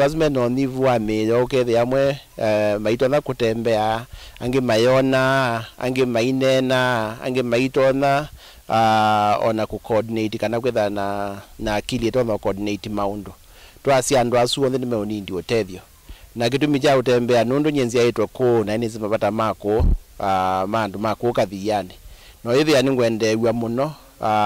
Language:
Kamba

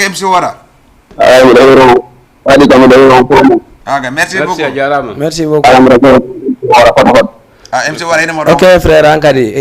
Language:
Fula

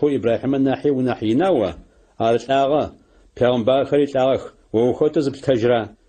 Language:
Adyghe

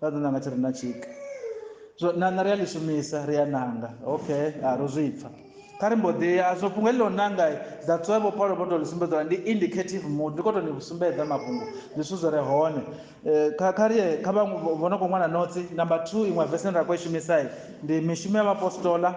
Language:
Venda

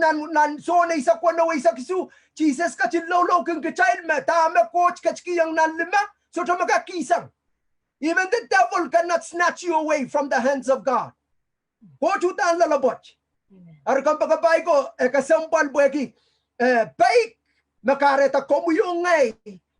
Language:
Pohnpeian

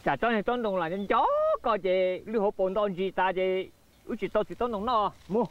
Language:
Hmong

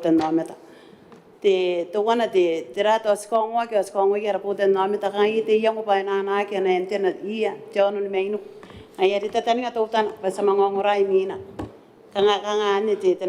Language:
Gilbertese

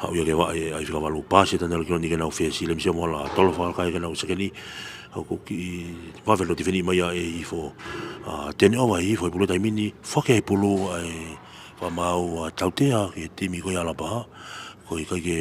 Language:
Tongan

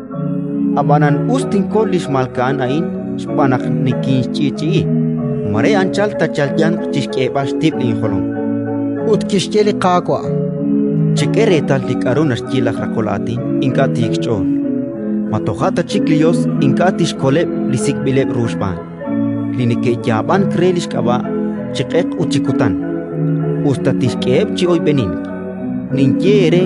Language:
Kekchí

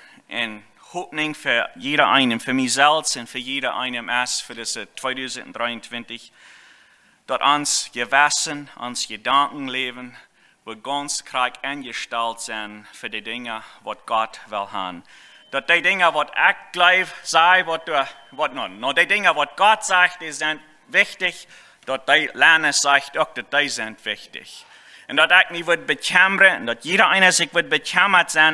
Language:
Plautdietsch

